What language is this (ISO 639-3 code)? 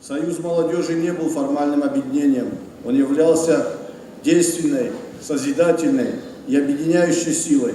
oss